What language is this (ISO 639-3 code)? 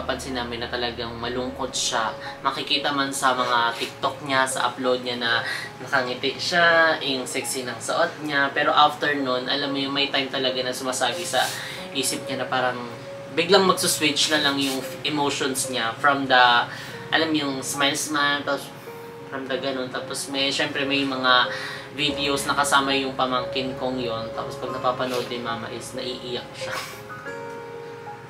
fil